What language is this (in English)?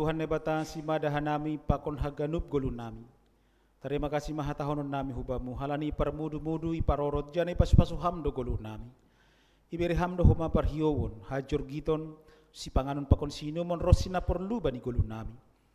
Batak Simalungun